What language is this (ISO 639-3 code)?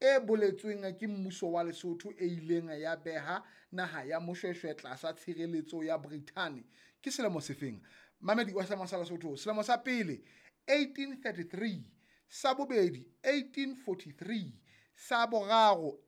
sot